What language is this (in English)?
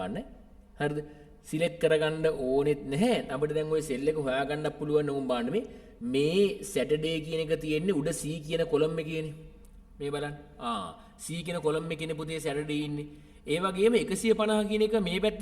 Sinhala